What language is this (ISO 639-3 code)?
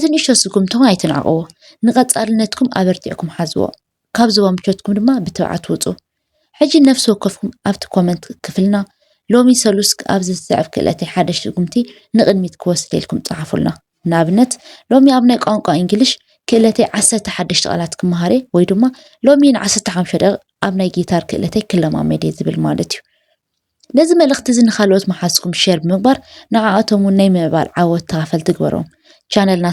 tir